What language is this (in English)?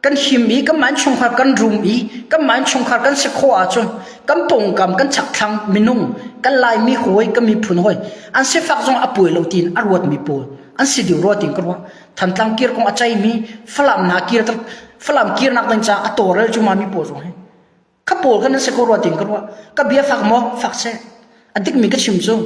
Hakha Chin